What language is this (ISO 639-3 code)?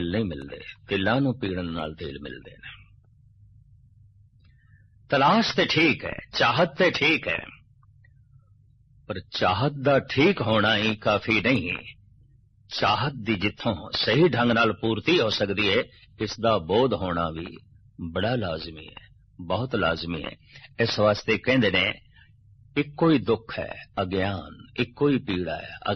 pan